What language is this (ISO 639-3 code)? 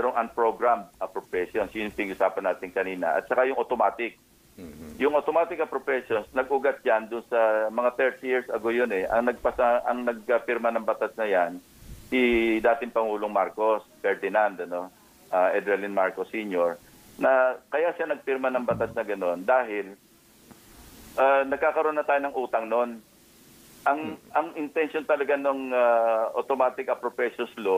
fil